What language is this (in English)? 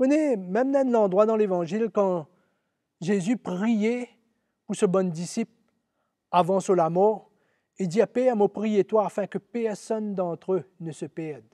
Morisyen